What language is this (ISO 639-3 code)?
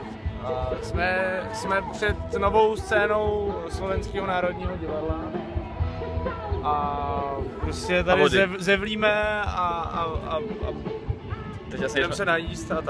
ces